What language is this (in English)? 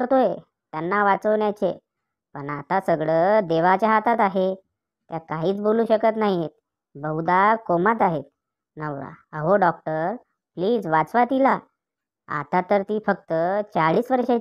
Marathi